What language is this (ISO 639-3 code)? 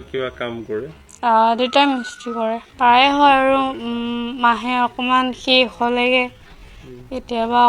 asm